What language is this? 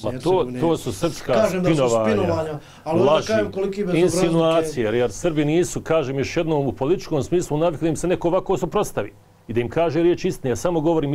Bosnian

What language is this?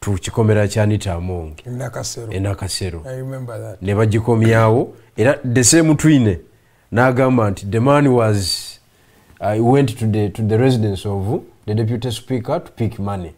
Ganda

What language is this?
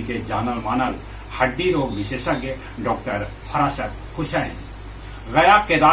Magahi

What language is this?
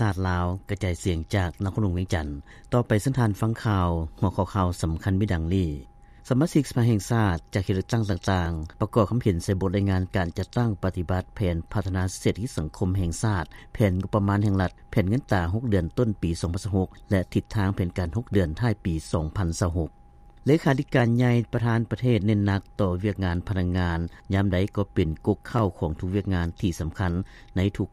Lao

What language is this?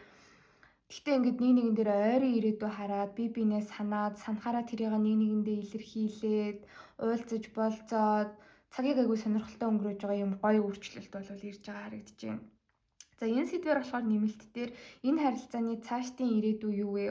Mongolian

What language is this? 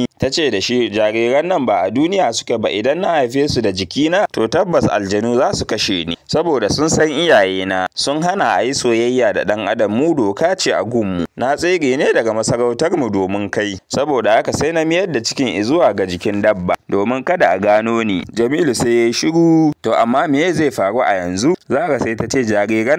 Hausa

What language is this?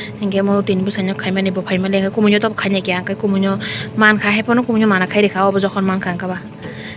Kok Borok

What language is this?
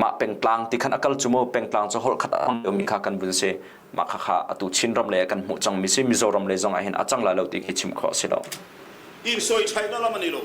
Hakha Chin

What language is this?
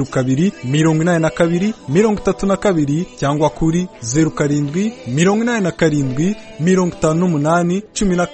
Kinyarwanda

